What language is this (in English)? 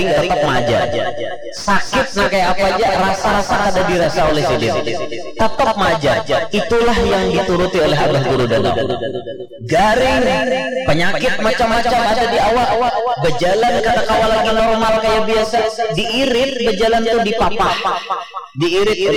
Banjar